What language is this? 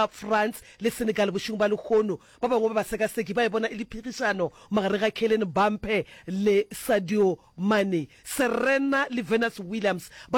Northern Sotho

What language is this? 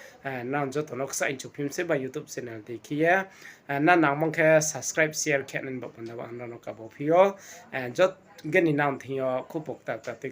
Riang (India)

